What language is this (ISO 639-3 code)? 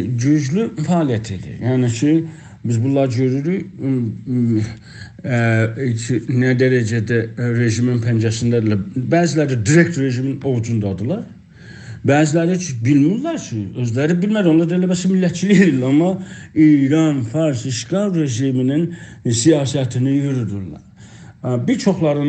azb